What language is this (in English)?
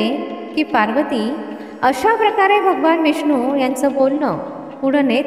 Marathi